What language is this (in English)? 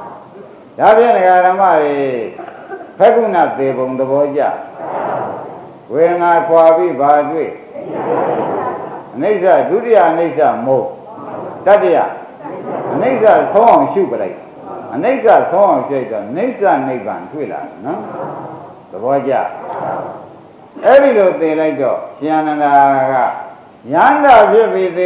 Burmese